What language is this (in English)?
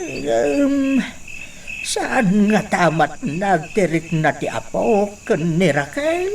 Iloko